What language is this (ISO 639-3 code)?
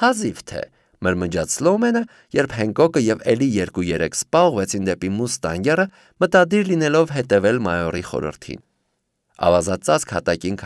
hye